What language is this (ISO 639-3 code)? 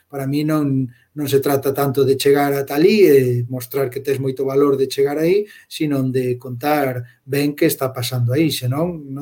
glg